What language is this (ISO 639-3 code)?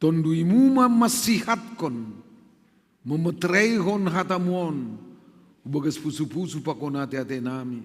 bts